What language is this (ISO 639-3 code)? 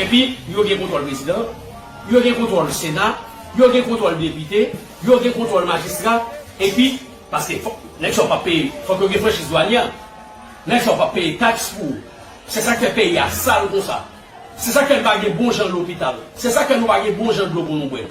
hat